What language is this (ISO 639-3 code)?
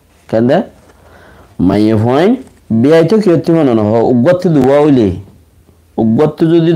rhg